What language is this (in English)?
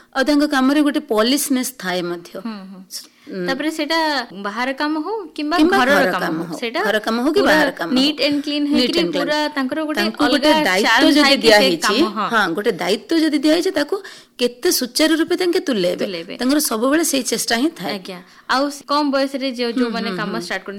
Odia